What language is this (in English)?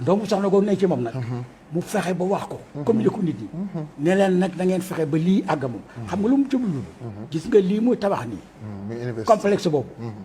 Wolof